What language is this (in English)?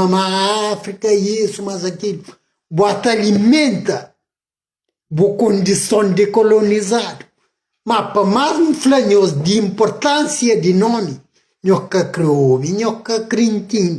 Kabuverdianu